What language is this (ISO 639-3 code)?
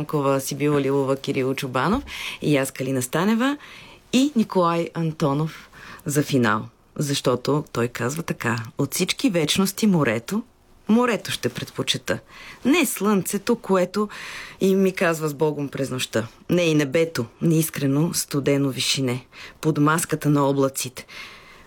bul